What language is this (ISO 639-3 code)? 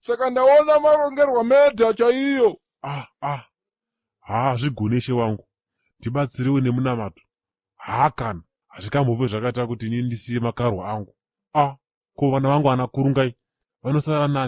sna